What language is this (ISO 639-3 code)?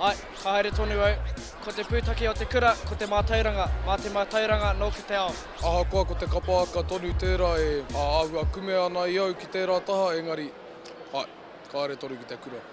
mri